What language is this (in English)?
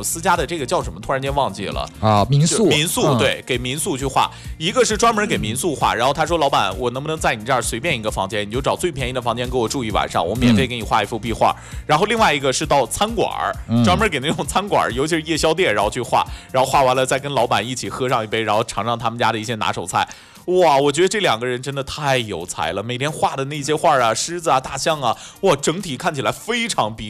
Chinese